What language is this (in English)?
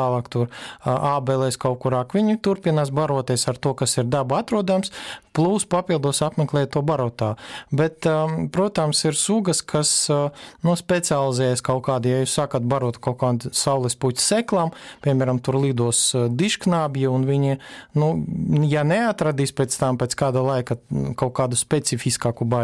Latvian